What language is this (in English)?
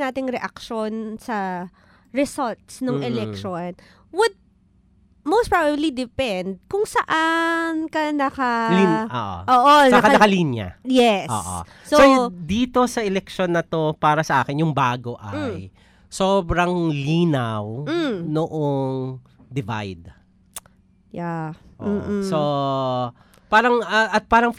Filipino